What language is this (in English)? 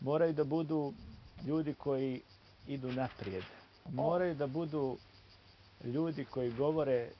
Bosnian